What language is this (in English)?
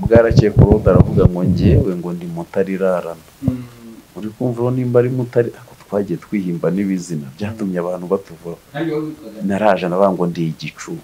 Kinyarwanda